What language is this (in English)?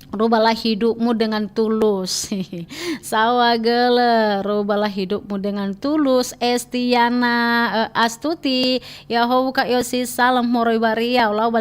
Nias